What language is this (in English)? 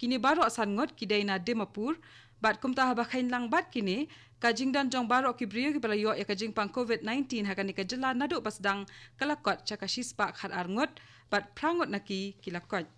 Khasi